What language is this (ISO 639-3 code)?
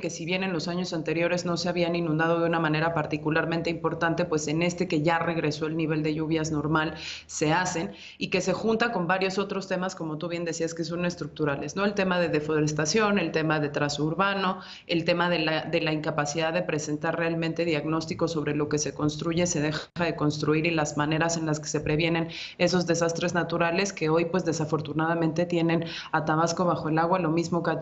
spa